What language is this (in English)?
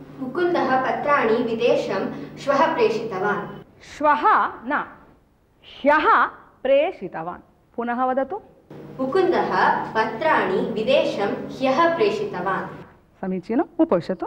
Sanskrit